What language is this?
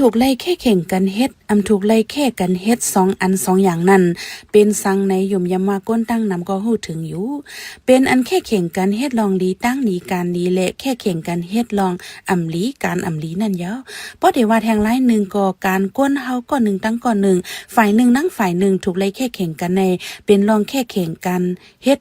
Shan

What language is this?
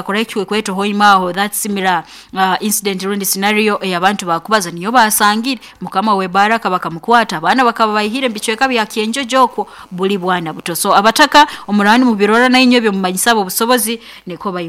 Nyoro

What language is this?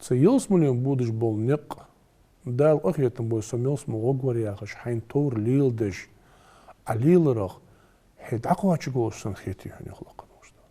Ingush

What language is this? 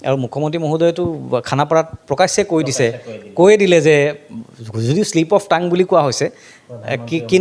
Assamese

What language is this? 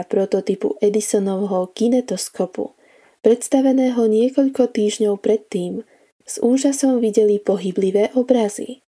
Slovak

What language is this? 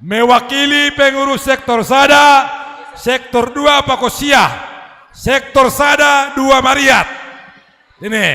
Batak Simalungun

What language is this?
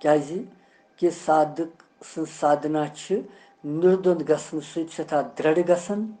Kashmiri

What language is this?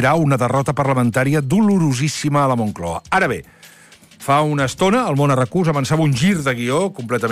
Catalan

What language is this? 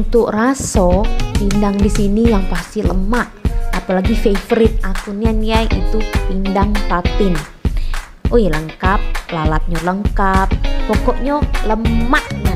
Musi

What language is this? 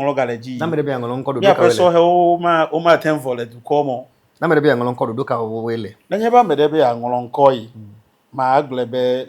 Ewe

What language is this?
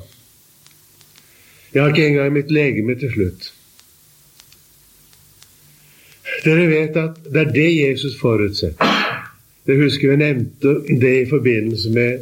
Norwegian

